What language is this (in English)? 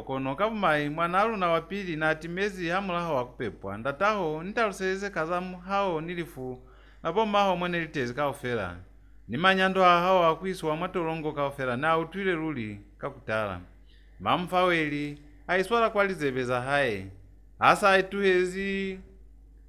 Lozi